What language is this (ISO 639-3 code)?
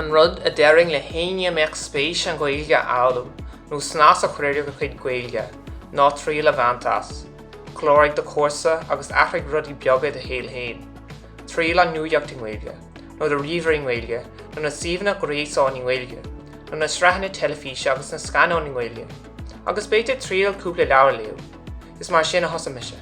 gle